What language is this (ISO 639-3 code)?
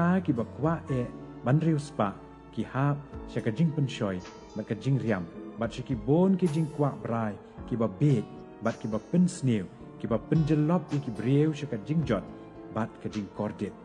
kha